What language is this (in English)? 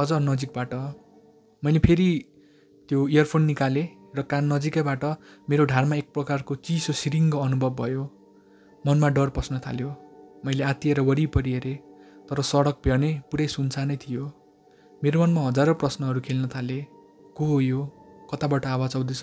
Nepali